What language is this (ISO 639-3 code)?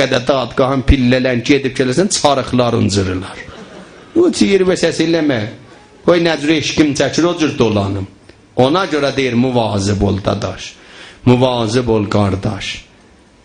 azb